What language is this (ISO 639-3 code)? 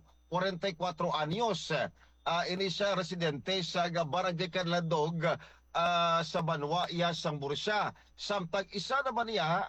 hil